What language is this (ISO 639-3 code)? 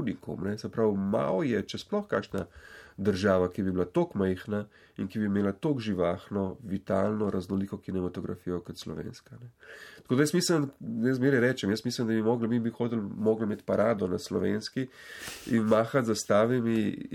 slv